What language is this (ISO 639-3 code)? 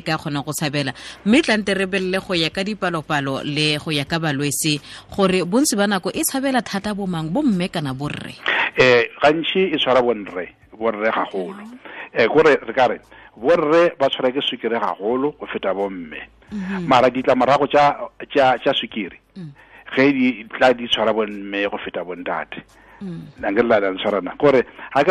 tsn